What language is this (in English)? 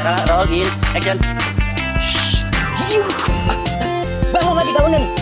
Betawi